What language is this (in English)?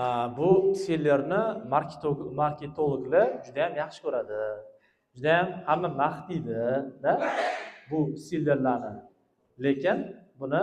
Uzbek